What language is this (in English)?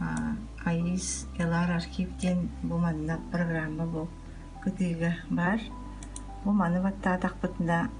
Yakut